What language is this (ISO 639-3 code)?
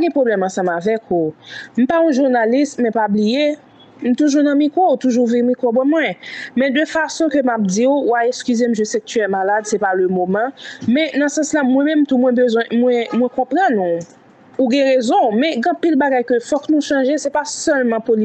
hat